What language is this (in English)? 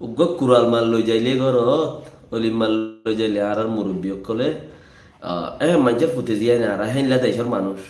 Rohingya